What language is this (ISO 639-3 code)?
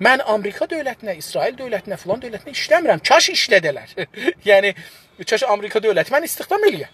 azb